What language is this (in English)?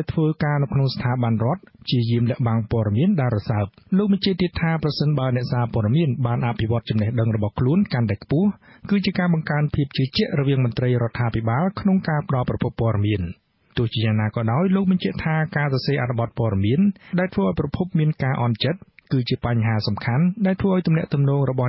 Khmer